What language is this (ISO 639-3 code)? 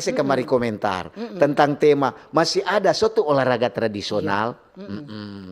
xmm